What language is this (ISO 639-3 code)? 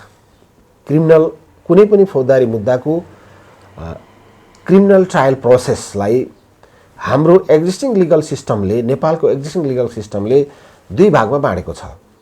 nep